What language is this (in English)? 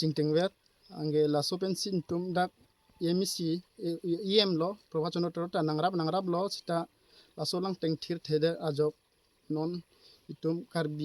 Karbi